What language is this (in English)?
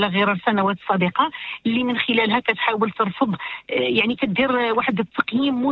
Moroccan Arabic